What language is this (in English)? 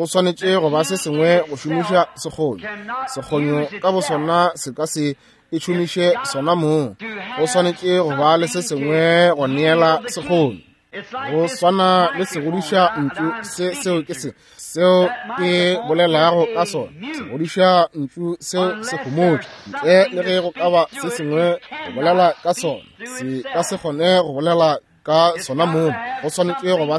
Northern Sotho